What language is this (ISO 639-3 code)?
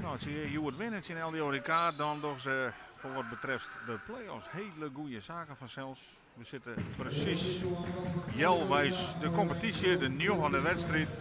fry